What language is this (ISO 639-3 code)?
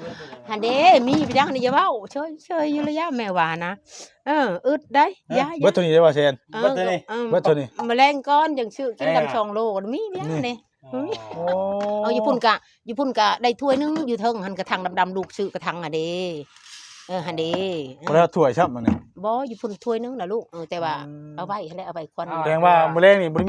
tts